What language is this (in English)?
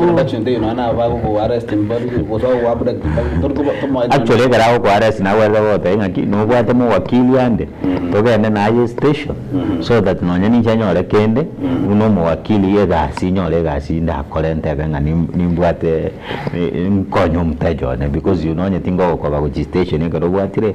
Gusii